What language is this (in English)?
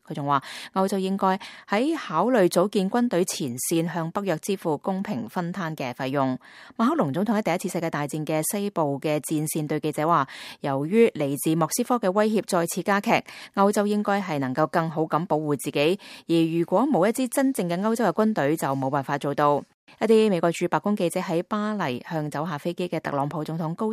Cantonese